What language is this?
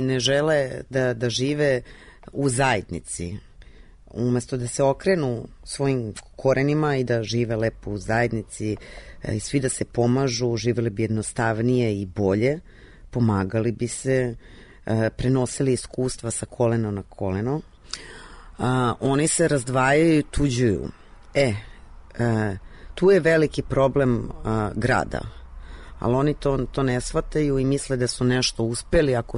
Serbian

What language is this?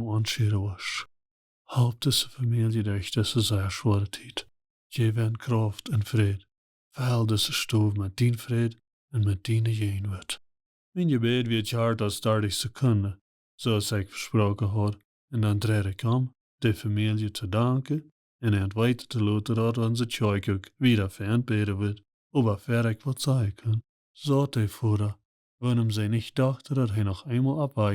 Plautdietsch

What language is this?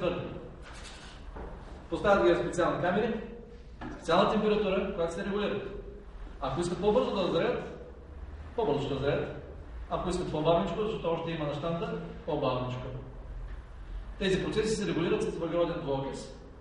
Bulgarian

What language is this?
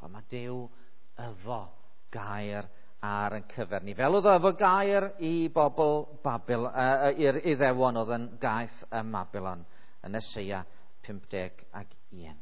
Welsh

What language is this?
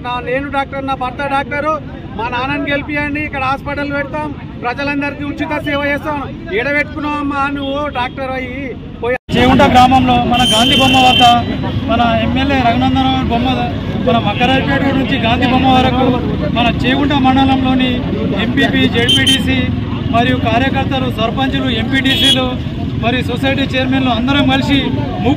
Telugu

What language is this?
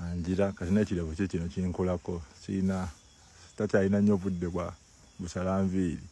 Ganda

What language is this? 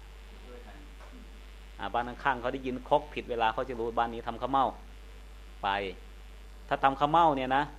Thai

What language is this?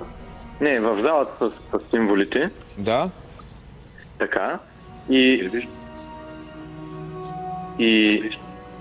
Bulgarian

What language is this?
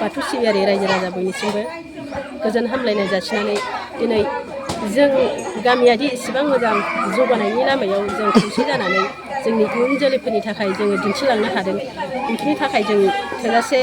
Bodo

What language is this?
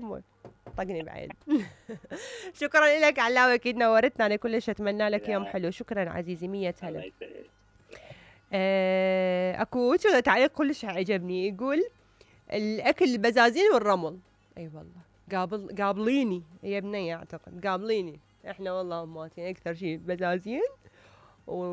Mesopotamian Arabic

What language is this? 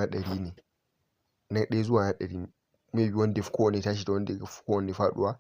Hausa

